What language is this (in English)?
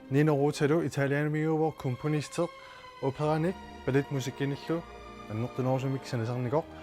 Kalaallisut